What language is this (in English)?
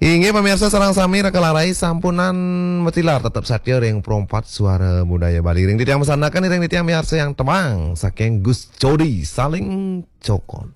Balinese